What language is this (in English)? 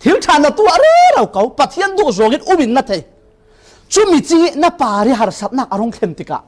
Falam Chin